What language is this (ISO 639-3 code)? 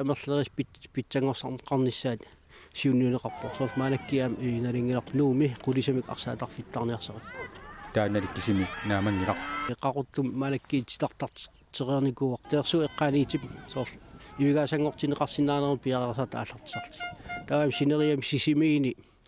kal